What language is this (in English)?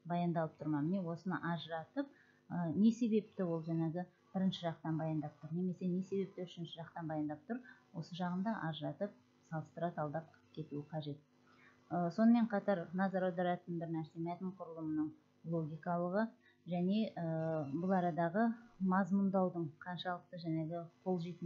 Kazakh